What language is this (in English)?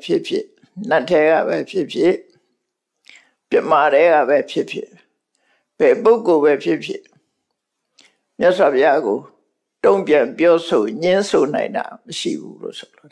Burmese